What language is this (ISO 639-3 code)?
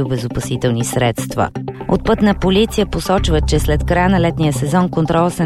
bul